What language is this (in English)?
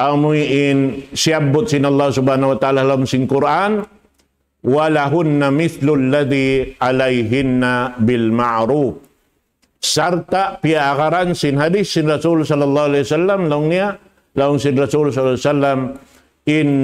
Tausug